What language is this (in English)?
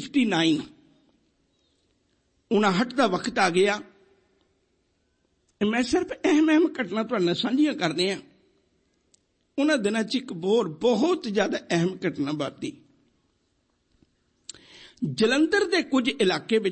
Punjabi